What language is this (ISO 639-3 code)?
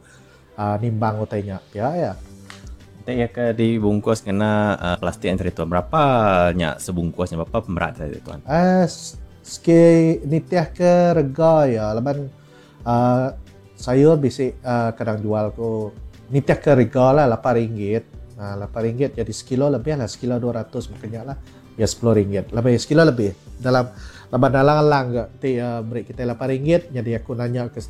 iba